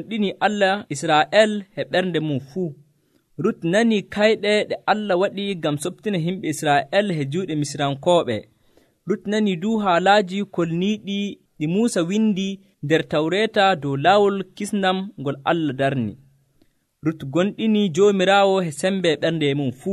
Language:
Nigerian Fulfulde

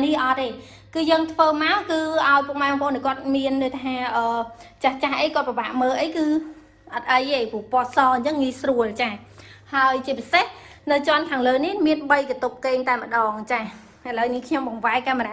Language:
Khmer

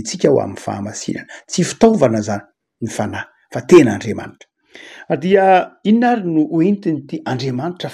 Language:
Malagasy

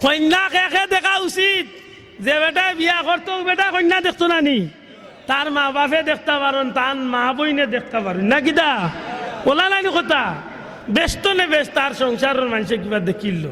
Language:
Sylheti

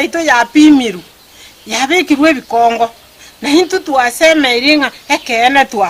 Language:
Gusii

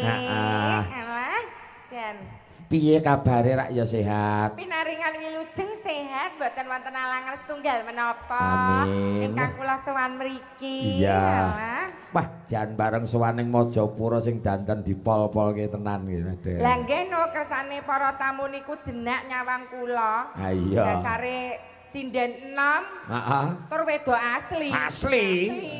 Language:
Javanese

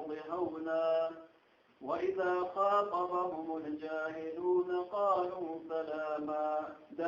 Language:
Chechen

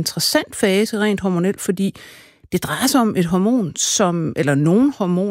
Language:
Danish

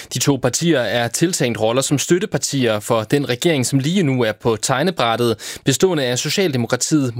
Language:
Danish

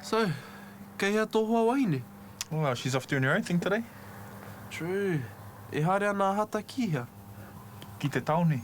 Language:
Māori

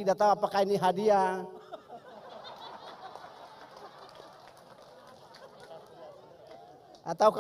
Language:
Indonesian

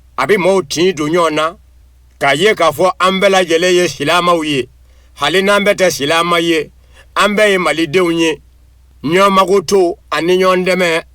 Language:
Bambara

